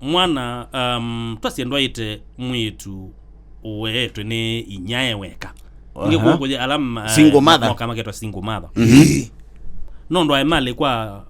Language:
Kamba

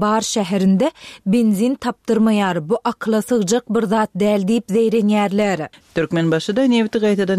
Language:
Turkmen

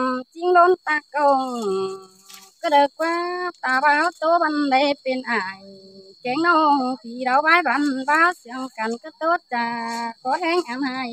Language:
Thai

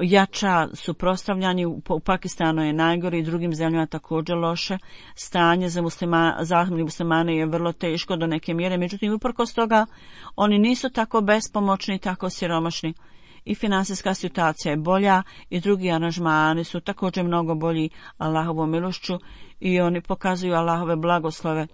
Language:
Bosnian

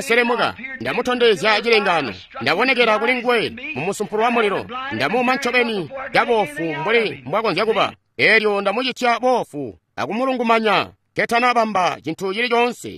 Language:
Tonga (Zambia)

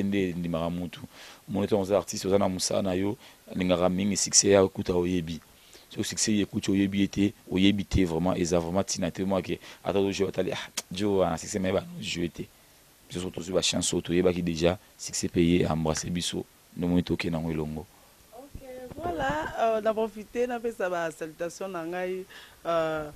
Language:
Lingala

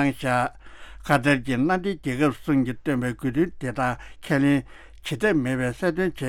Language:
Tibetan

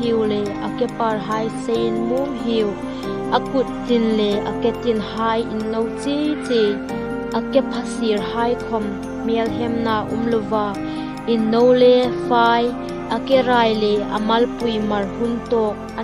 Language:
Hmar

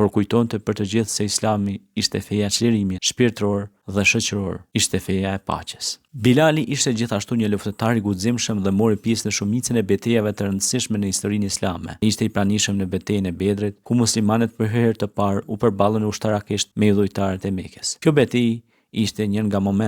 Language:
Albanian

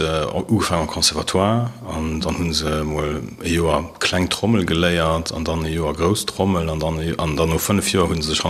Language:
Luxembourgish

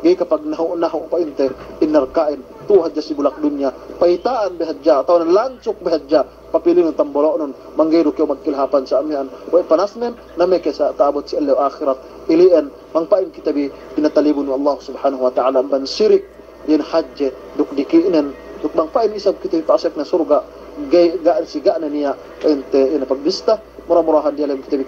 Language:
Yakan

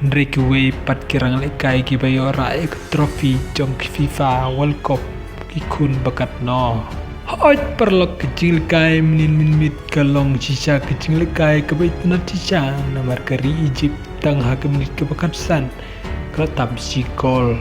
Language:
Khasi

